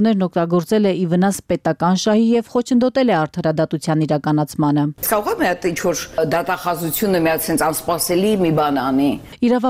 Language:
Armenian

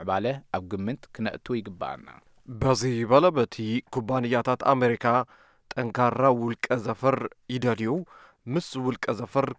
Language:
Tigrinya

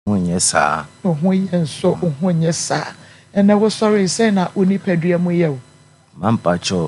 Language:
Akan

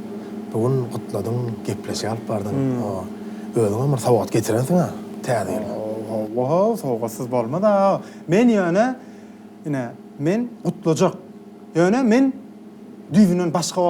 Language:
Turkmen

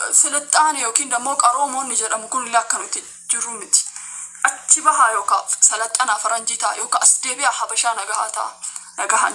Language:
Oromo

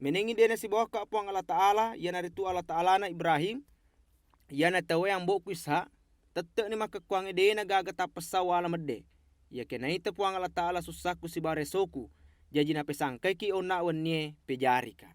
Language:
Buginese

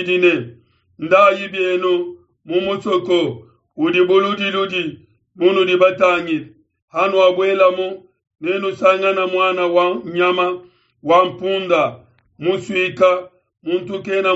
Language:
Luba-Lulua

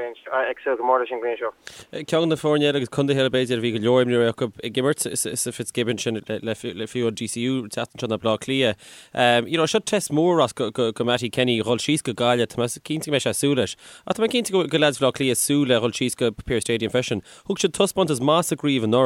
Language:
Irish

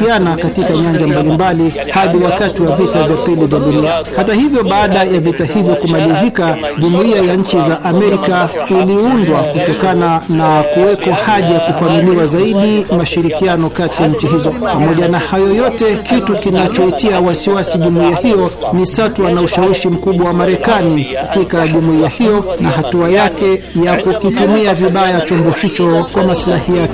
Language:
Swahili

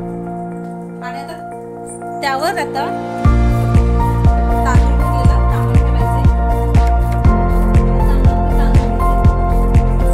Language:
Marathi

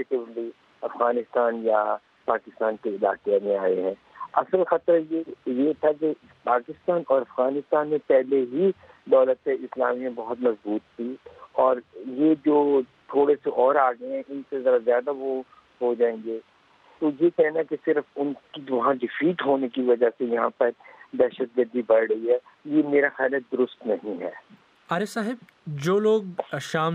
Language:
Urdu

